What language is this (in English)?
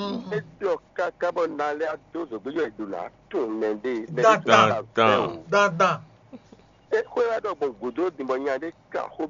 Fon